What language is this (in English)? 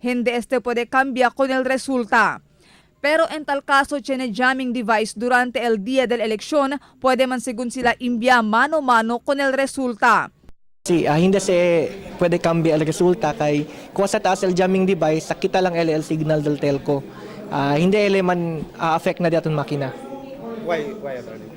Chavacano